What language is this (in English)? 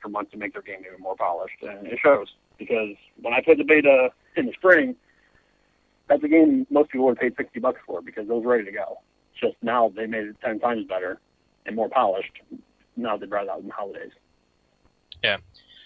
English